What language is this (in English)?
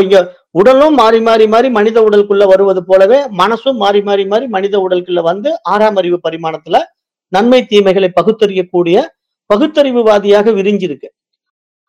Tamil